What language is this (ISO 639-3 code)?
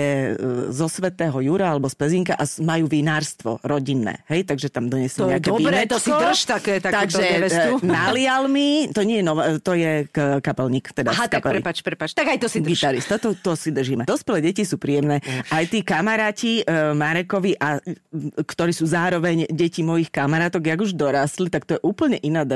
slk